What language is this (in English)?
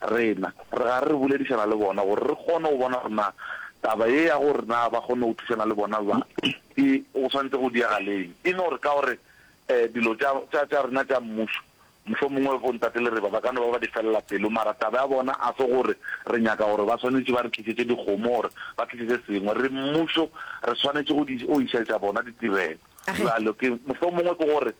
Northern Sotho